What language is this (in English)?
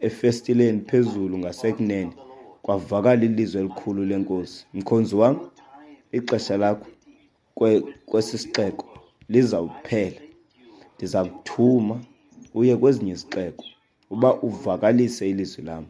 Xhosa